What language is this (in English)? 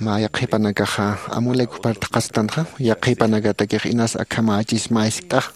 Aymara